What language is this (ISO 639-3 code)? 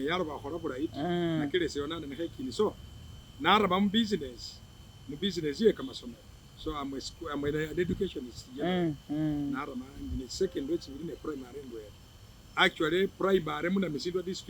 myx